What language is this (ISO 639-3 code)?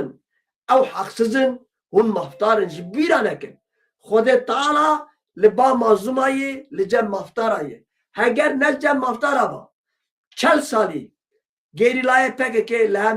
kur